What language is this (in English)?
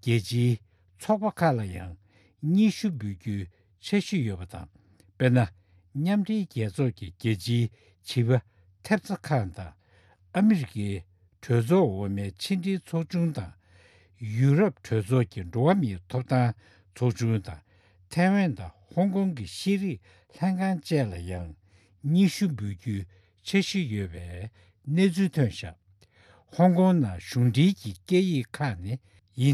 Tibetan